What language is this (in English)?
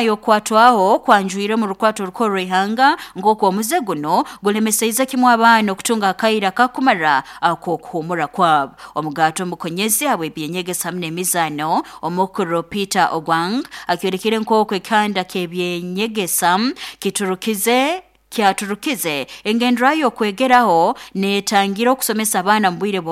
Nyoro